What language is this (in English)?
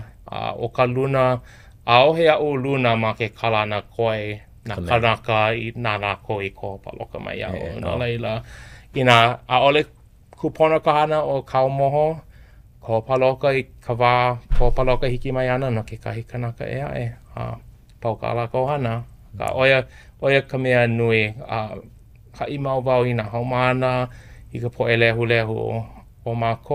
Hawaiian